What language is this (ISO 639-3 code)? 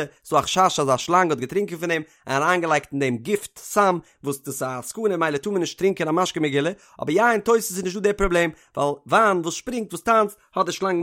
yid